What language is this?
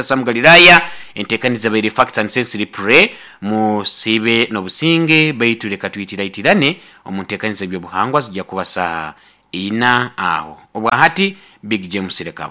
Nyoro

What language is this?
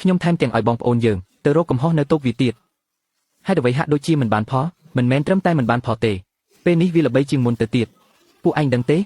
Khmer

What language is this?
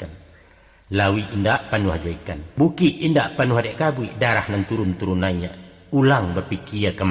Minangkabau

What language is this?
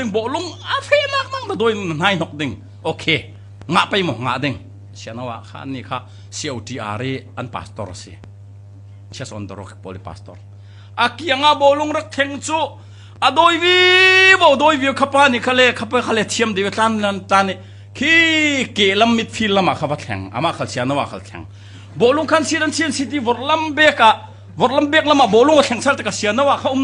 Falam Chin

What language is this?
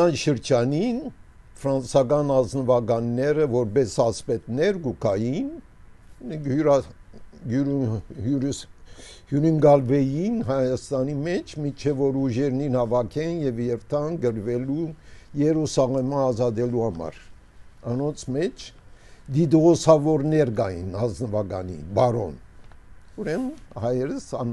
Armenian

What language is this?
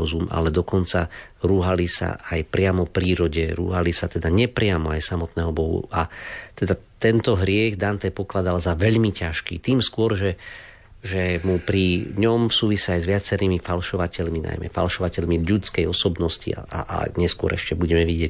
Slovak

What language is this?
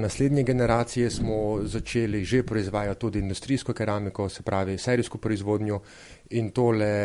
Slovenian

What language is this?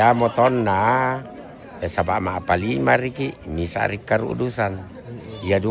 Toraja-Sa'dan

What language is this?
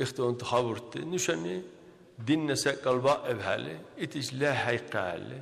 Dargwa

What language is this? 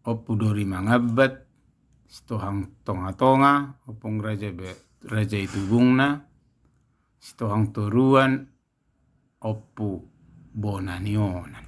Batak Toba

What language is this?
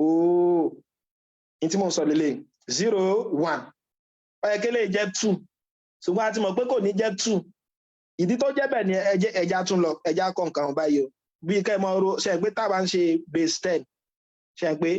Yoruba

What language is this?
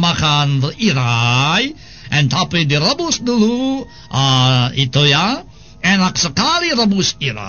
Sundanese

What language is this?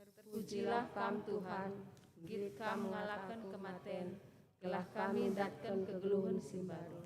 Batak Karo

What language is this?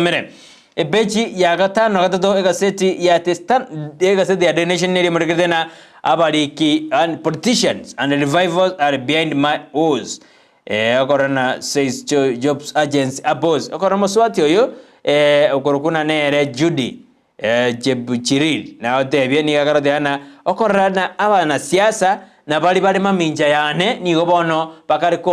Gusii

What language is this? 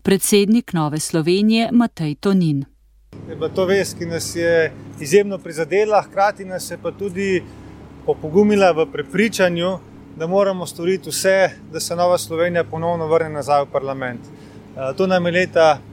Slovenian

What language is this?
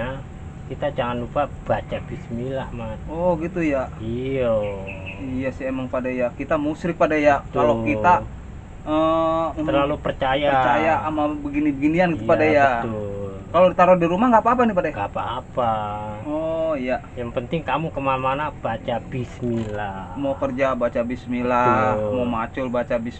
Betawi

